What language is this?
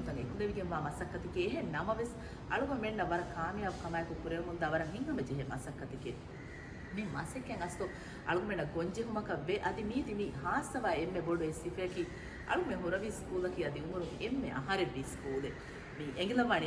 Divehi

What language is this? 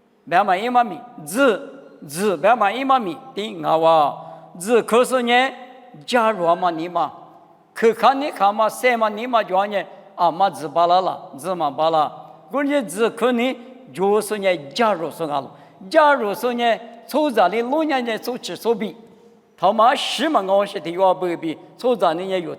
Lisu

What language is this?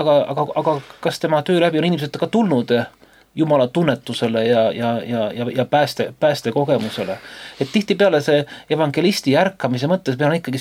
Estonian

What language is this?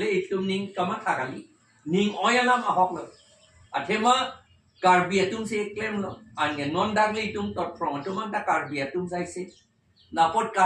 Karbi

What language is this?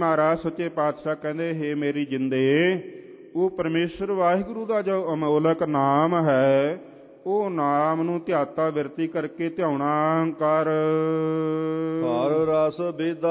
Punjabi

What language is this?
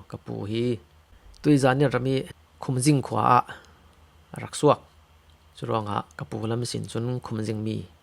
Falam Chin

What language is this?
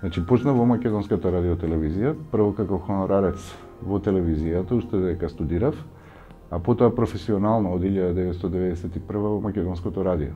Macedonian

